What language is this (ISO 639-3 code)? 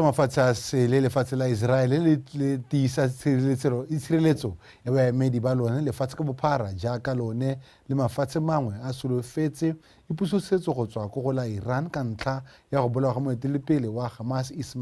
tsn